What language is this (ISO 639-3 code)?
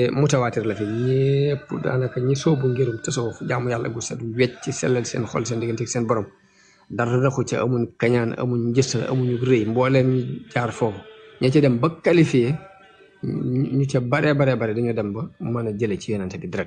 wol